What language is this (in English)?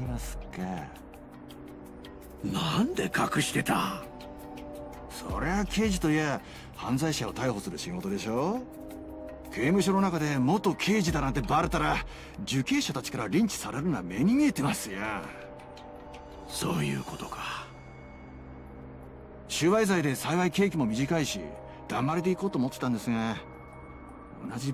Japanese